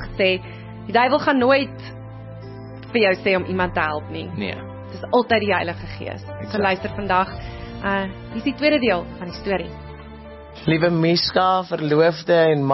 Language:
Afrikaans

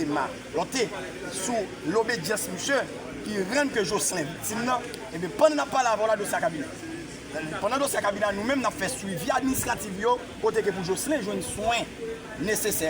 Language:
Haitian Creole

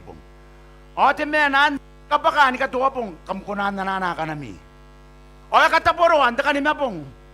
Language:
Gilbertese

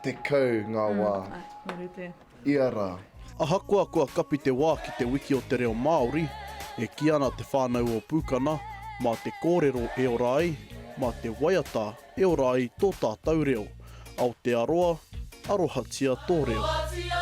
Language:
Māori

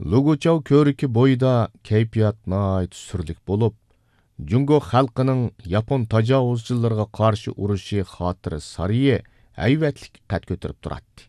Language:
Uyghur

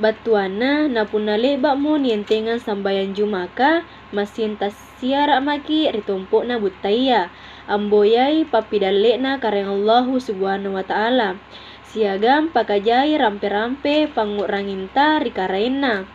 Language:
Makasar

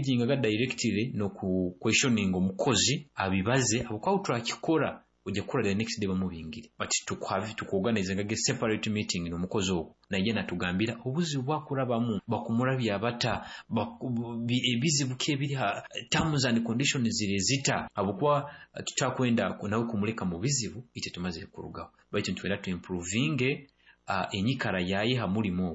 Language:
Nyoro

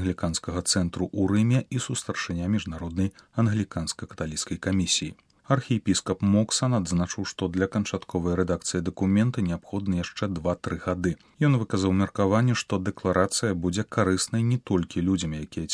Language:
Belarusian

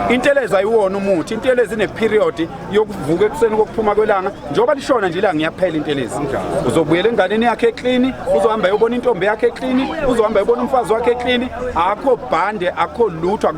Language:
Zulu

